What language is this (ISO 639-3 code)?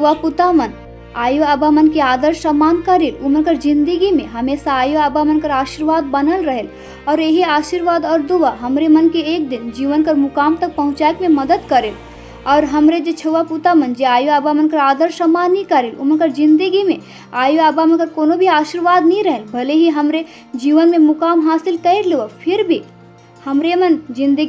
sck